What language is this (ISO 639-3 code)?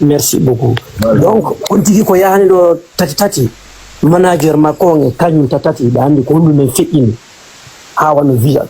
ful